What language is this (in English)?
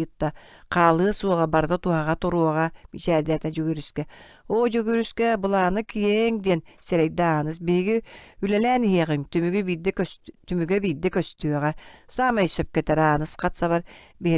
Yakut